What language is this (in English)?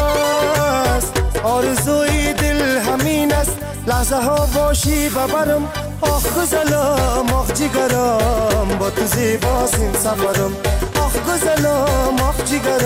Persian